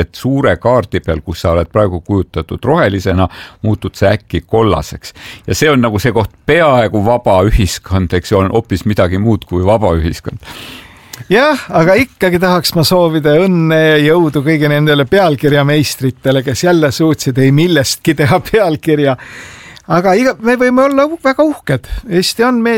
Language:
Estonian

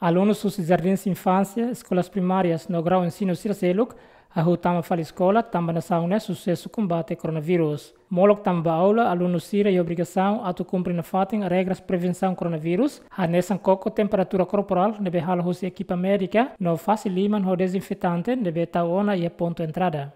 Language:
Tetum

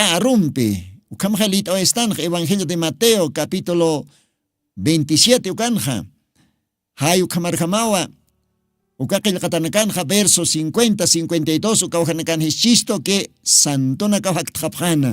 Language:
Aymara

